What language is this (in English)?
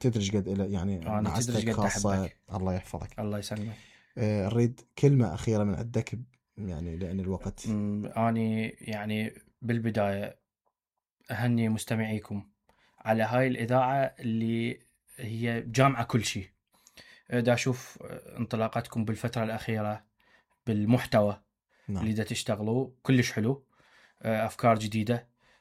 Mesopotamian Arabic